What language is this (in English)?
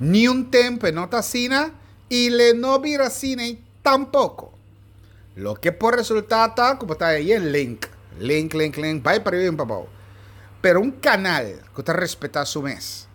Papiamento